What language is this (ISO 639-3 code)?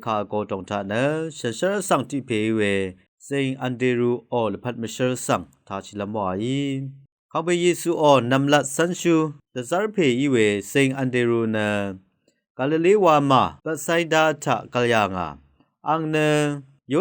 raw